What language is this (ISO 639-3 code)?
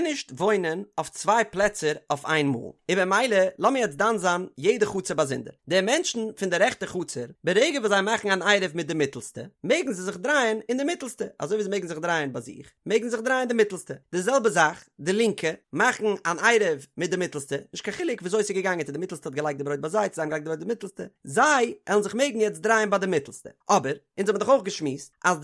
yid